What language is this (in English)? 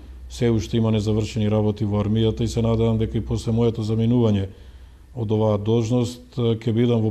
Macedonian